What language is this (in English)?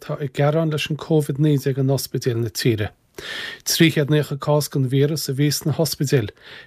Irish